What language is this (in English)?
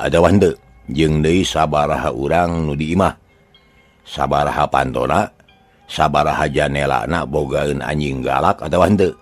Sundanese